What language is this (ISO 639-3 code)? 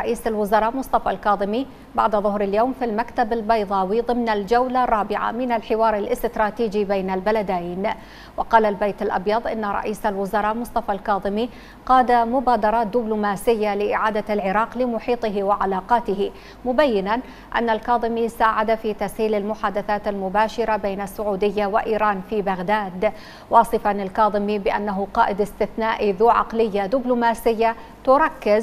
ara